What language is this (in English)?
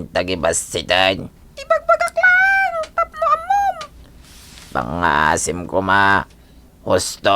Iloko